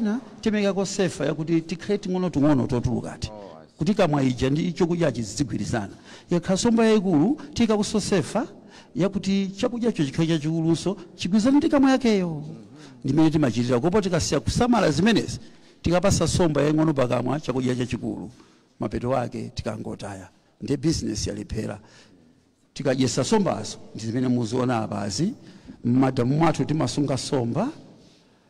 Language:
Nyanja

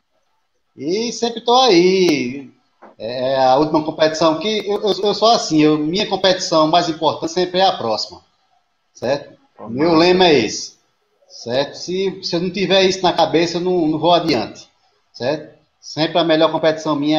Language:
Portuguese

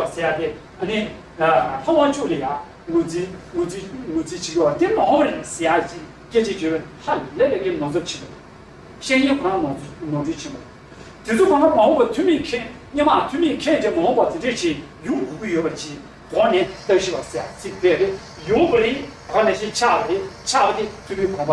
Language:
Tibetan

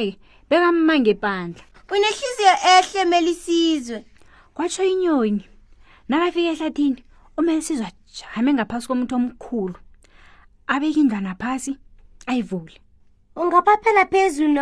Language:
South Ndebele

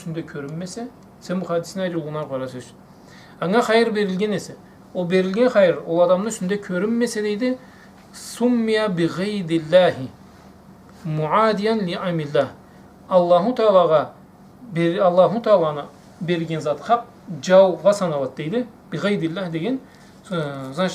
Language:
Karachay-Balkar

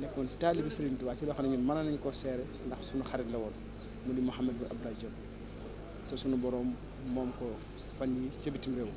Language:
Wolof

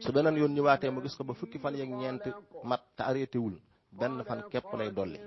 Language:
Wolof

